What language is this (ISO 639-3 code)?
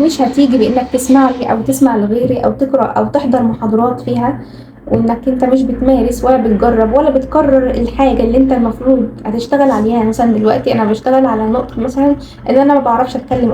arz